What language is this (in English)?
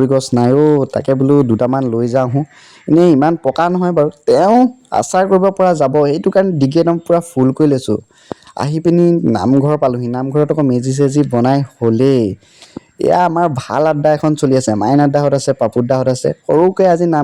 Assamese